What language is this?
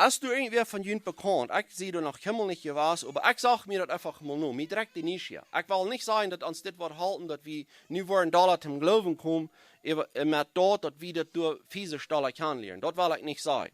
Plautdietsch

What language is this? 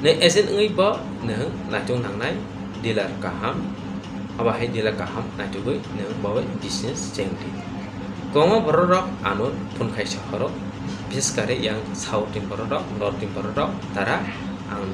Kok Borok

